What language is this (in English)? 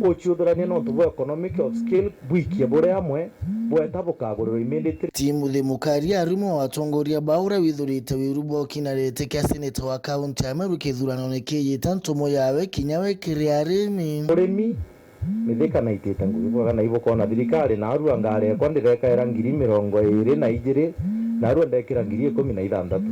Meru